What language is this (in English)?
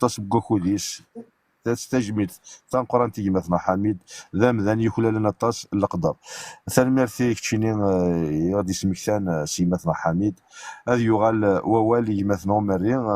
Kabyle